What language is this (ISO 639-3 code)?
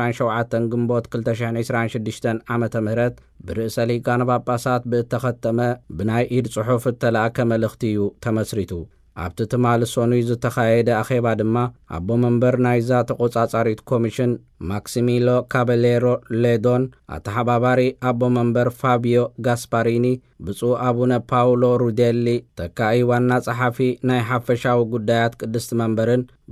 tir